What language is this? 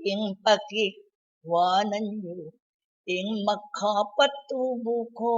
Pampanga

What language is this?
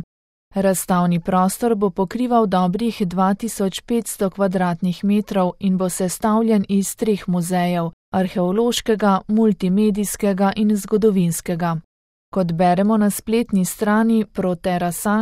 Slovenian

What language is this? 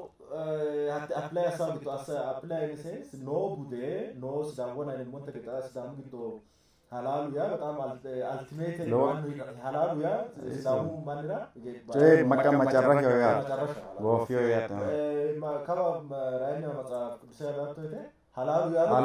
Sidamo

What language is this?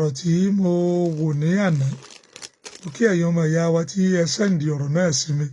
Yoruba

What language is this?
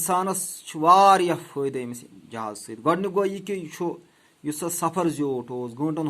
Kashmiri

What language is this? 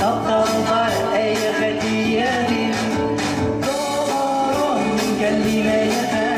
Yakut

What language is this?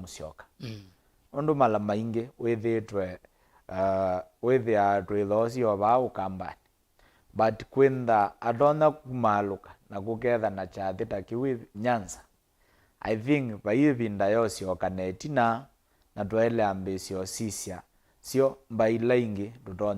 Kamba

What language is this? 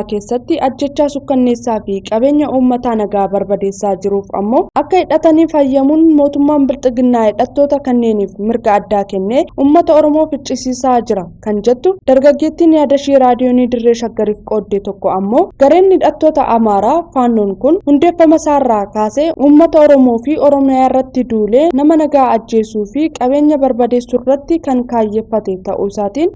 Oromo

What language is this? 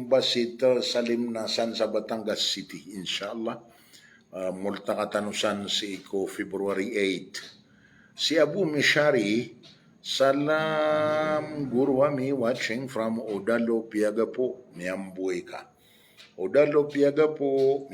Maranao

